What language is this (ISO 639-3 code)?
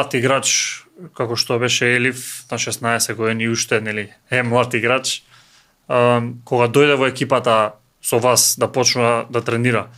mkd